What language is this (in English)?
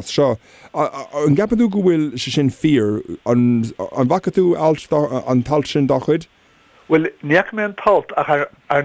Irish